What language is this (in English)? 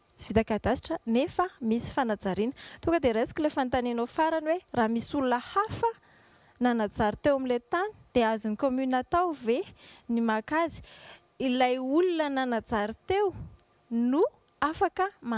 Malagasy